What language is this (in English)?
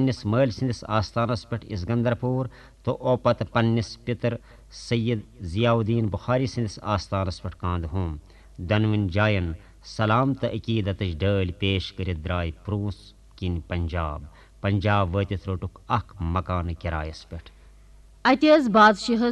Kashmiri